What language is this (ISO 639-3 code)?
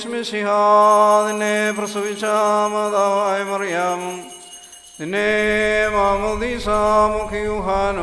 mal